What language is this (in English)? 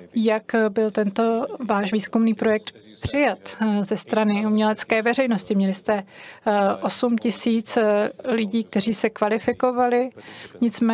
Czech